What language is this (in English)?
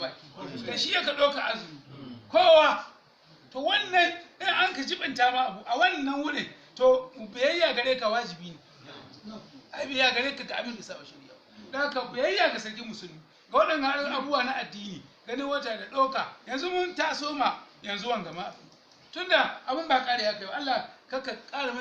Hausa